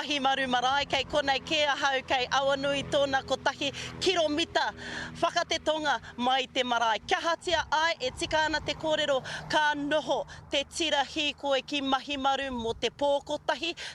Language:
Māori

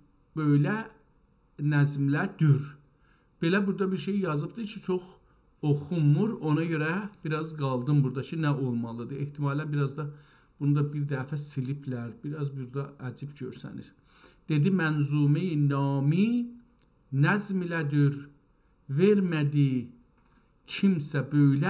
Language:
South Azerbaijani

